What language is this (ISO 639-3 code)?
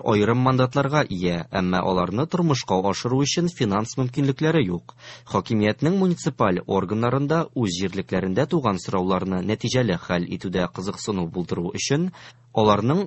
tat